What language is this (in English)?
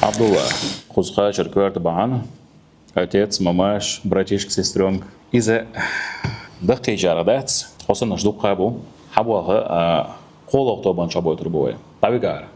Chechen